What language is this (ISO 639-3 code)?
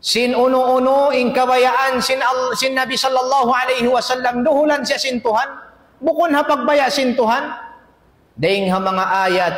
tsg